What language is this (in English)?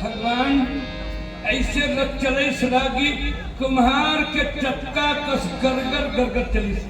Chhattisgarhi